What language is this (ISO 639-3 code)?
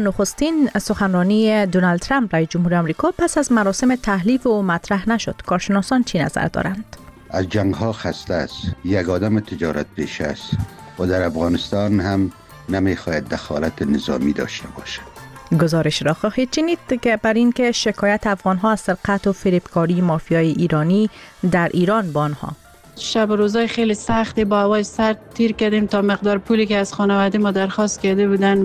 fas